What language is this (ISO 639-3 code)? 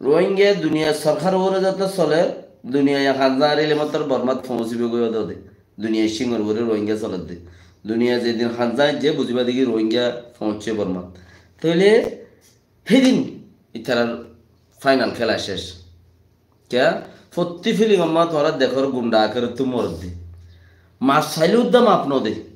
rhg